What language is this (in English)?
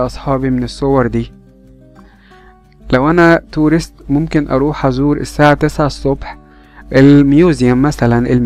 Egyptian Arabic